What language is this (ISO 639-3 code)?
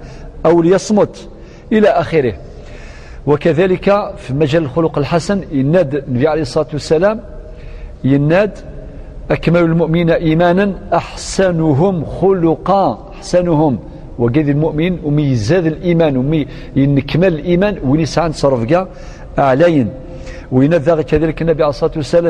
kab